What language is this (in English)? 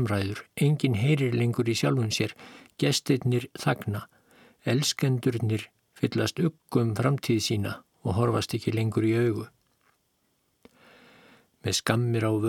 Icelandic